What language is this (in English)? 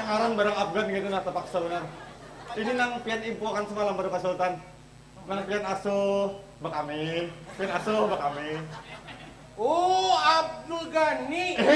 Banjar